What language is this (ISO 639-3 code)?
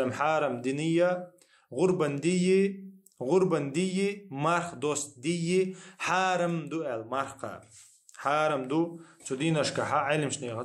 che